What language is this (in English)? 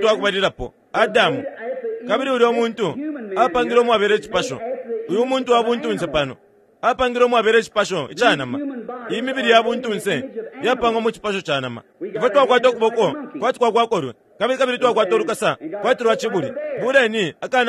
Bemba